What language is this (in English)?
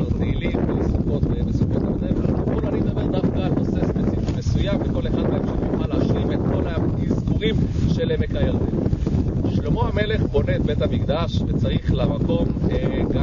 Hebrew